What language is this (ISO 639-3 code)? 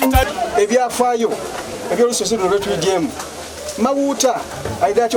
xog